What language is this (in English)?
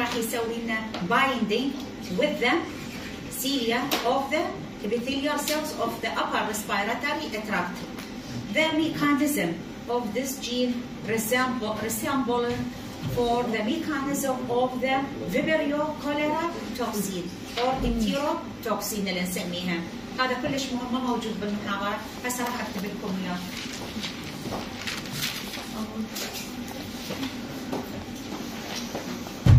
Mesopotamian Arabic